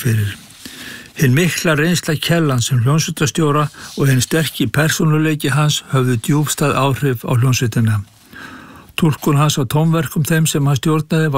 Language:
Icelandic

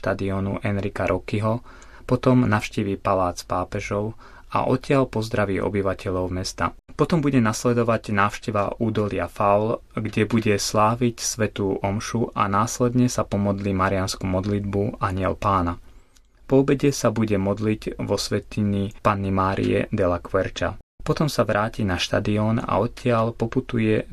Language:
Slovak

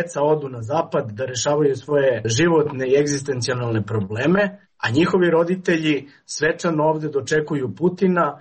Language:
Serbian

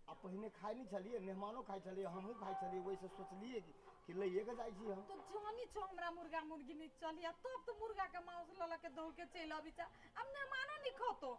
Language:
Maithili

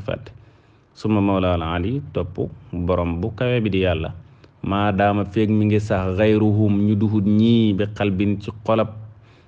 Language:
Wolof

